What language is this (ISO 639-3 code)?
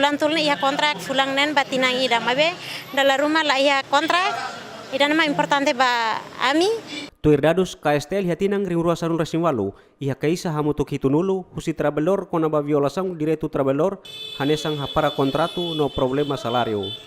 tet